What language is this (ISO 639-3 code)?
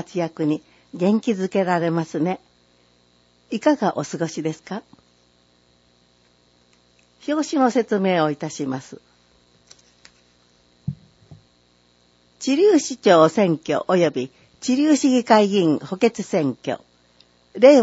jpn